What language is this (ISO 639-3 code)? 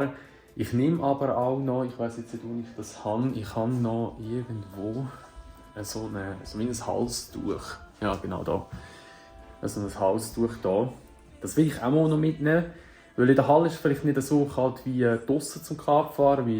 gsw